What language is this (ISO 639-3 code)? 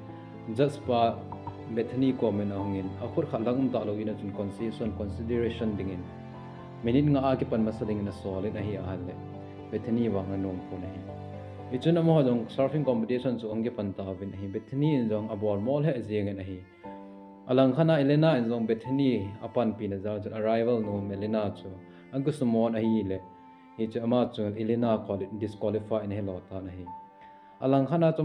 tcz